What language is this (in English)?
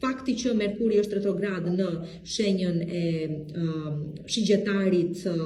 Albanian